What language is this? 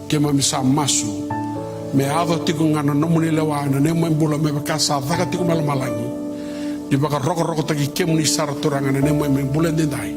Fijian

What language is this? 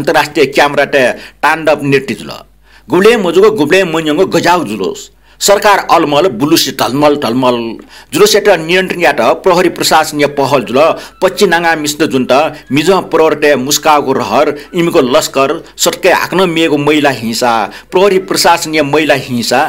Newari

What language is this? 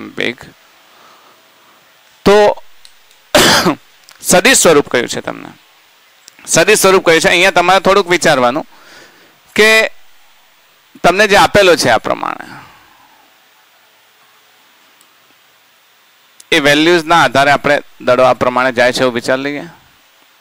Gujarati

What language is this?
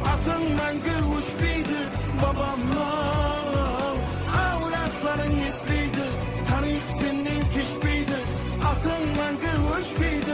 Kara-Kalpak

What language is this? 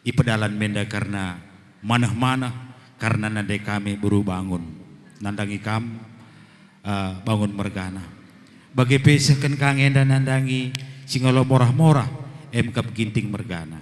Batak Karo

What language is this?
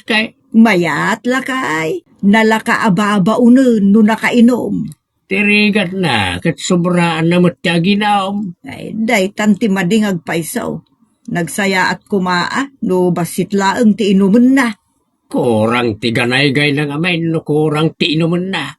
Iloko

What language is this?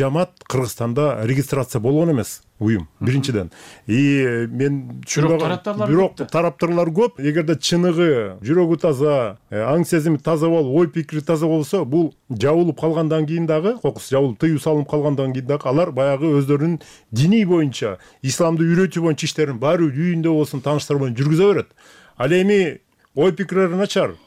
Kyrgyz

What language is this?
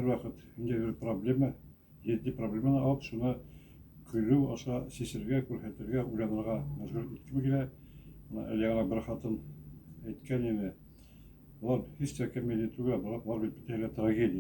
Bashkir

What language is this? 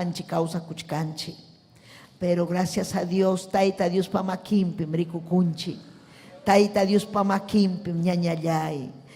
Ayacucho Quechua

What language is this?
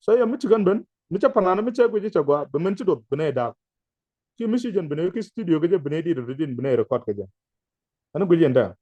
Nuer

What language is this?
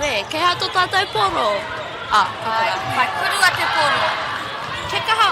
Māori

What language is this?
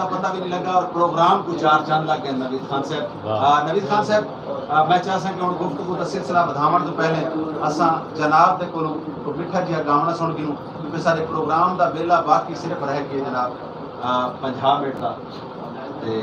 Saraiki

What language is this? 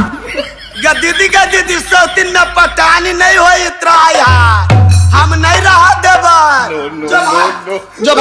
Maithili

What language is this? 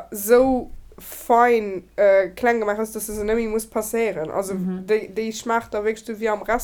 Luxembourgish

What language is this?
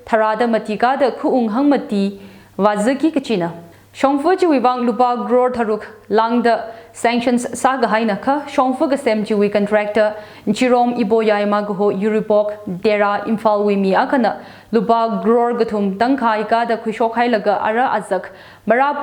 Tangkhul Naga (India)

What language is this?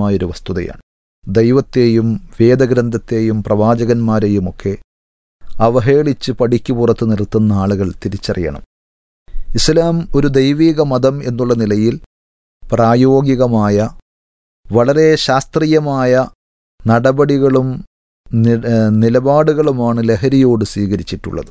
Malayalam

